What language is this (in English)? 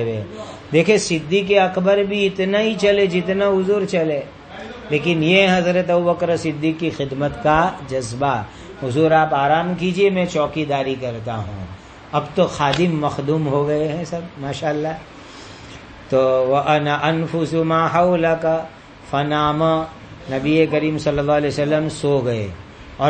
Urdu